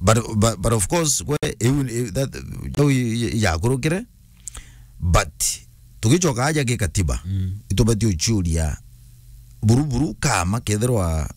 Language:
Meru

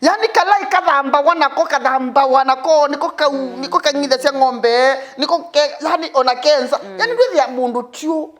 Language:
Kamba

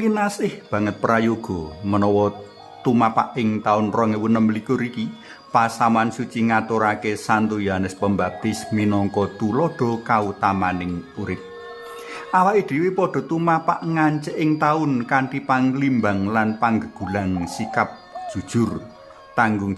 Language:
Javanese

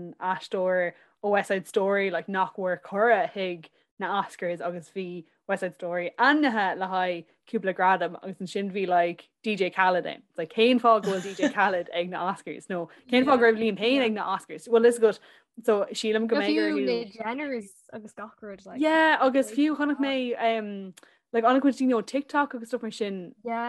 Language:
Irish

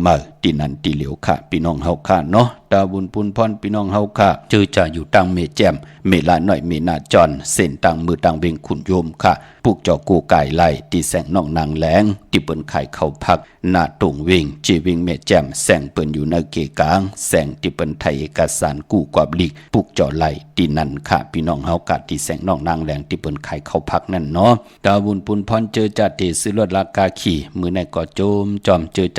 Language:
Shan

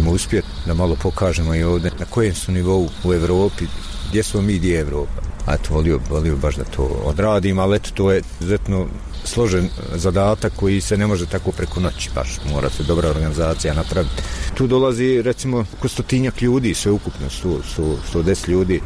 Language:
Bosnian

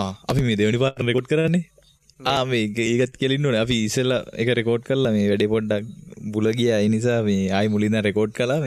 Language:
Sinhala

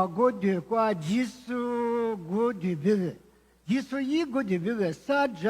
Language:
Lisu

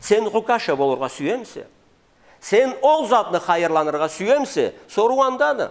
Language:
Karachay-Balkar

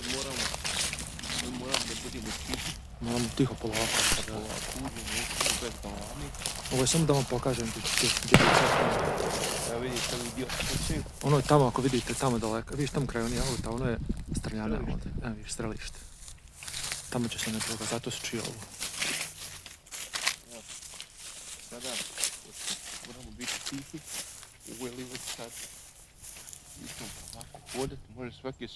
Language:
Bosnian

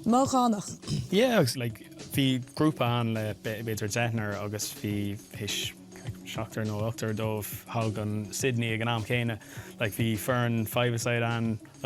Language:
Irish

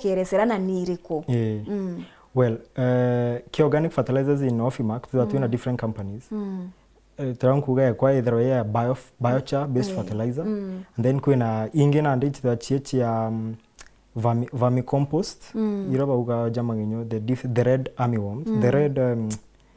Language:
Meru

